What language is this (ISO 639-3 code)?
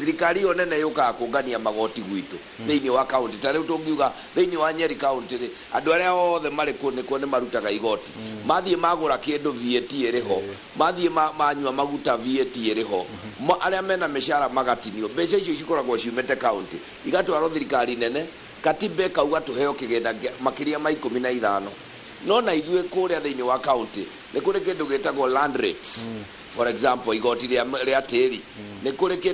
kik